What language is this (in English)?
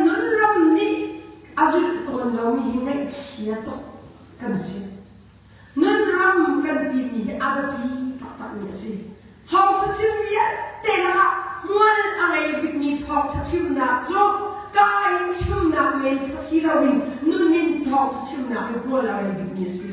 Hakha Chin